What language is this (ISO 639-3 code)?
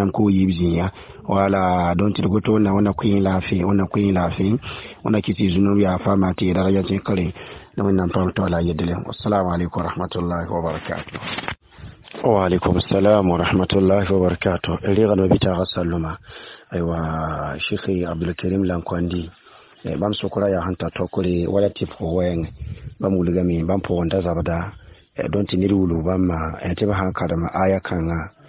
mos